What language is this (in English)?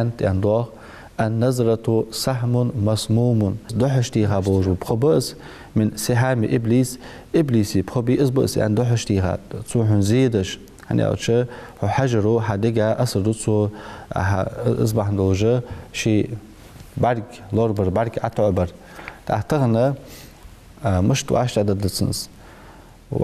Ingush